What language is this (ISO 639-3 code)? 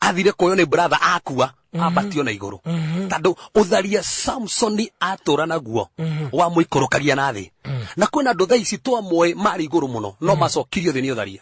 kik